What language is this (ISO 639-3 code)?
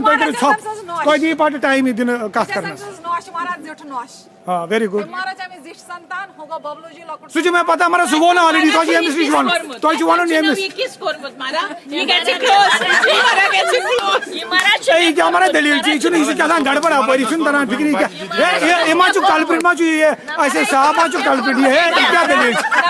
kas